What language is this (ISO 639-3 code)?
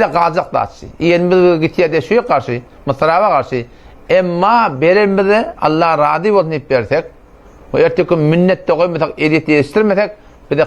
tuk